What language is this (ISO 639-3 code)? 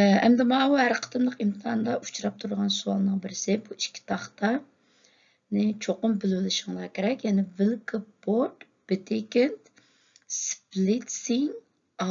uig